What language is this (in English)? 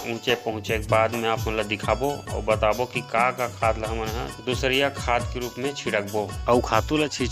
Chhattisgarhi